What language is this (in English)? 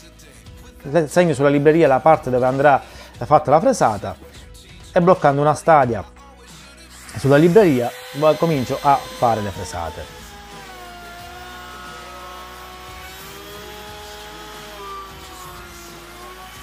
Italian